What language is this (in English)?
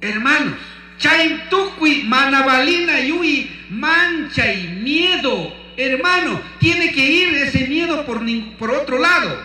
Chimborazo Highland Quichua